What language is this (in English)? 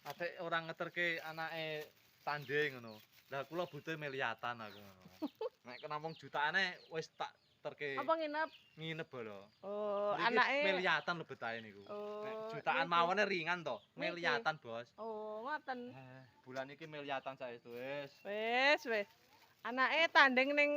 Javanese